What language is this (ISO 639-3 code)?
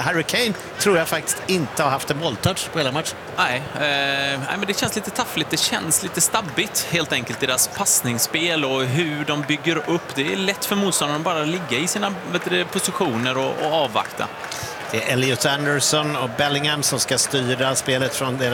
swe